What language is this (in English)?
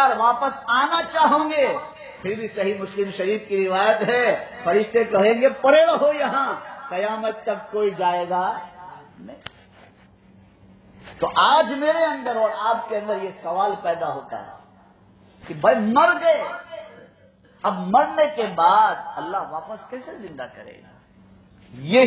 Urdu